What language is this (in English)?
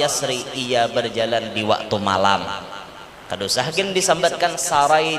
Banjar